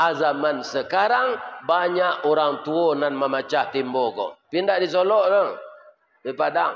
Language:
Minangkabau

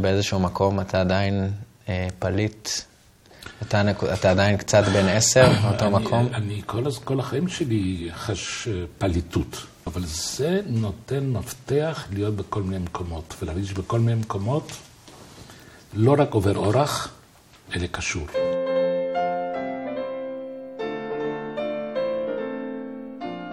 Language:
Hebrew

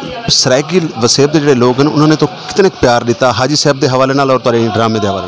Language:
Saraiki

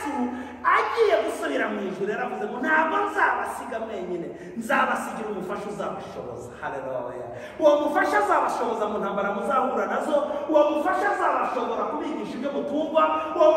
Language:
Kinyarwanda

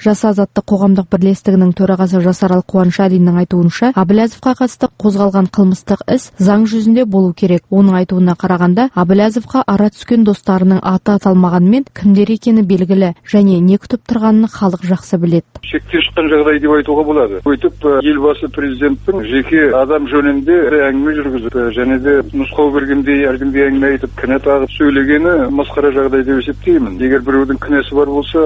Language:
Kazakh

